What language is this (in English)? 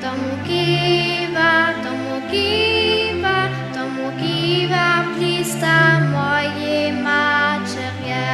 Upper Sorbian